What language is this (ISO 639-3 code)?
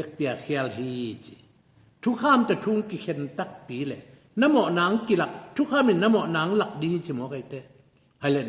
ctd